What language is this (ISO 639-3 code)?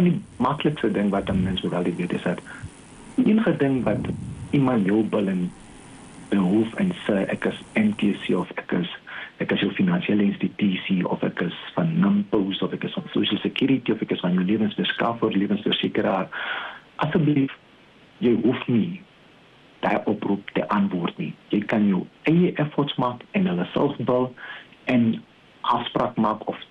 afr